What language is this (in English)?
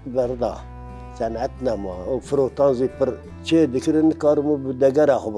Kurdish